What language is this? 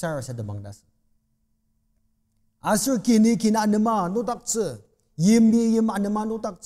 Ao Naga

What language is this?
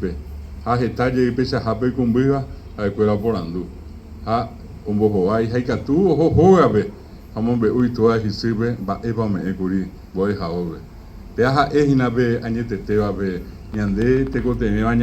Guarani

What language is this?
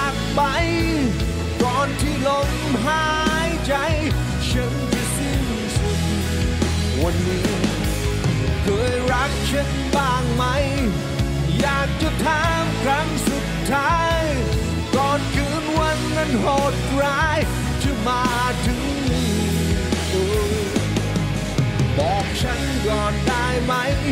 Thai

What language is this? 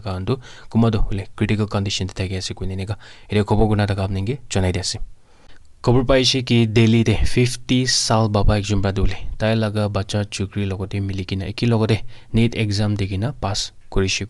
Naga Pidgin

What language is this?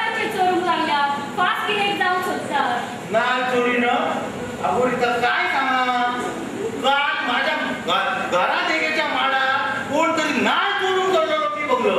Konkani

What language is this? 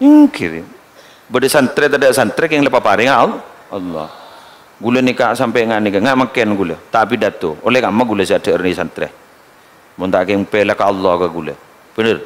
Madurese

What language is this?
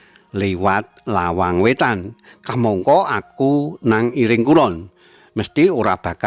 Javanese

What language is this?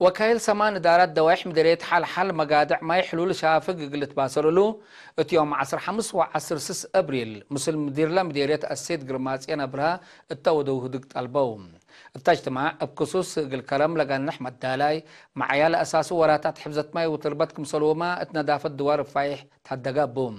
Tigre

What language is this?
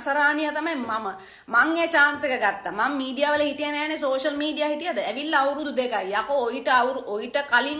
Sinhala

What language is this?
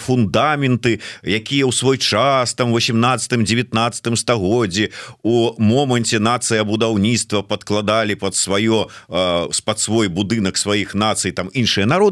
Belarusian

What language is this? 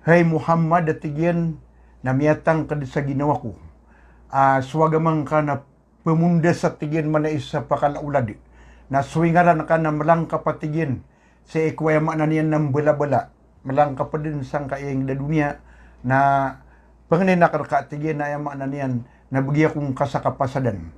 Maranao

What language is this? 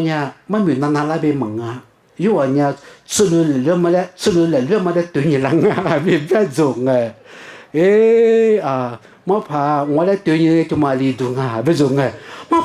Lisu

